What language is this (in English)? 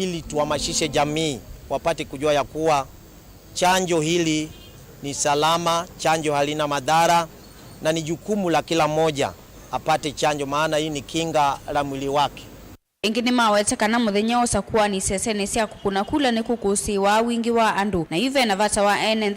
Kamba